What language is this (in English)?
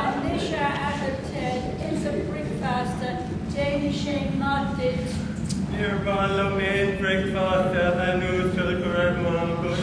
Irish